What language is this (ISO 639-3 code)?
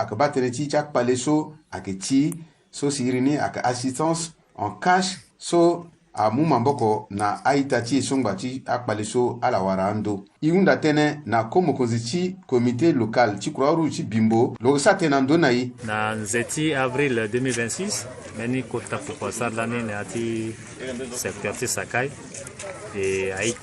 sag